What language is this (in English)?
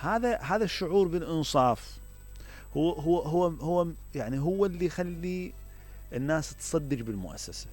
Mesopotamian Arabic